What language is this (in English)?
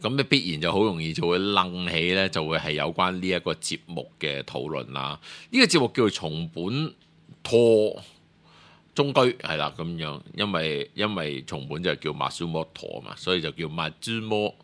Cantonese